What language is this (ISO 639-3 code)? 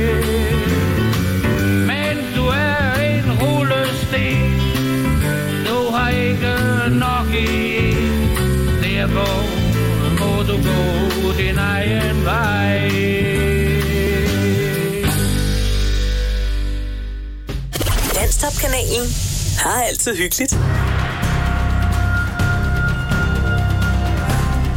dan